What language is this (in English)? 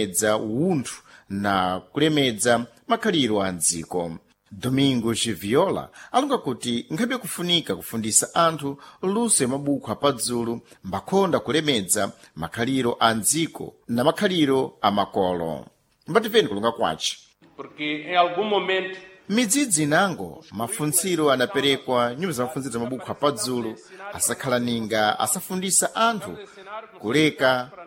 Sena